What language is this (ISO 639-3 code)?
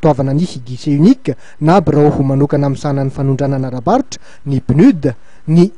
mlg